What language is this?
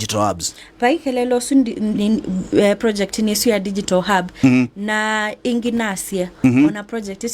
Kamba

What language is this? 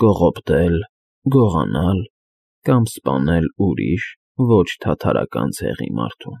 Armenian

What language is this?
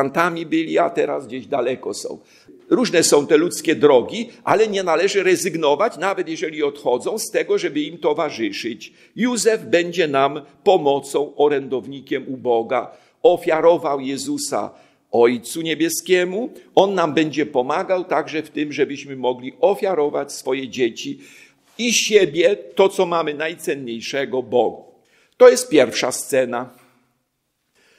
Polish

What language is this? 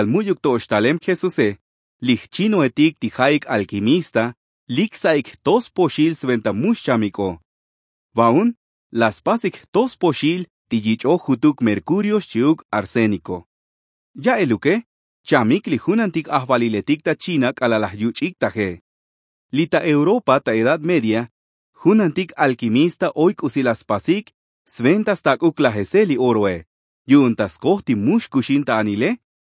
Tzotzil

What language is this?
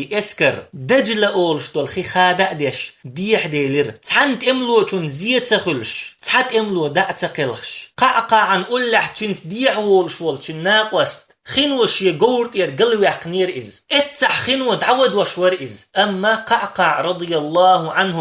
Chechen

